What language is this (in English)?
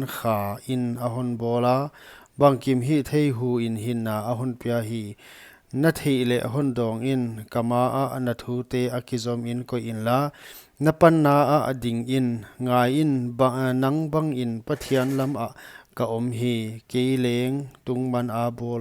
Paite Chin